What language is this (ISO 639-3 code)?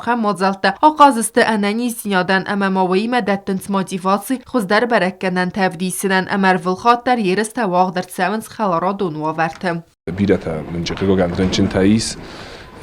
oss